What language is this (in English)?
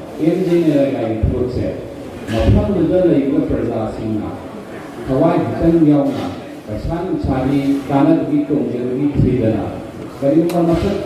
Manipuri